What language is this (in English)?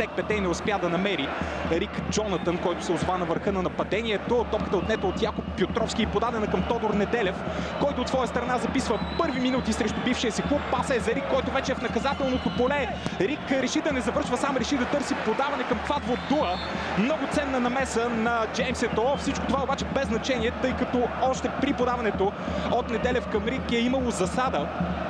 Bulgarian